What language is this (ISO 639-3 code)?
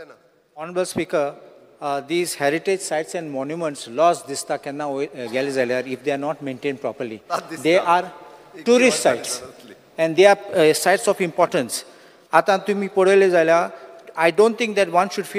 kok